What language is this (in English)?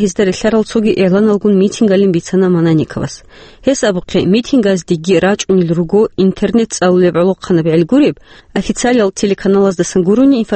Avaric